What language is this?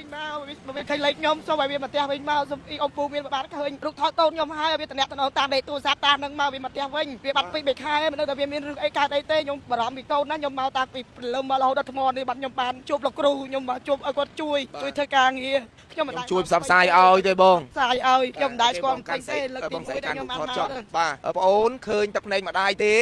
Khmer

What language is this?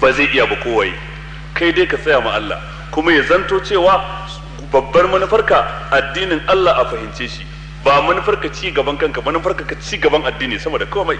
Hausa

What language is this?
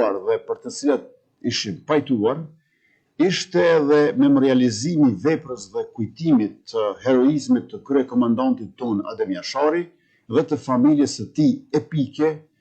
Albanian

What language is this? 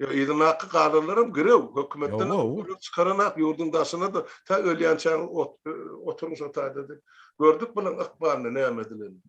Turkmen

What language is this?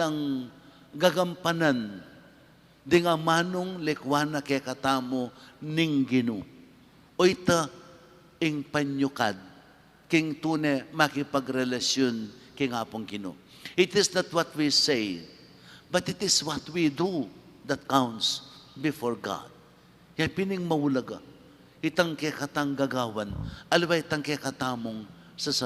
Pampanga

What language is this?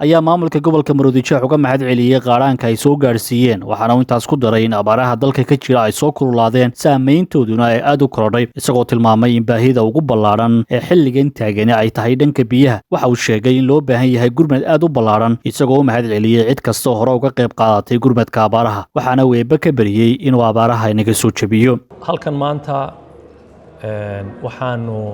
Somali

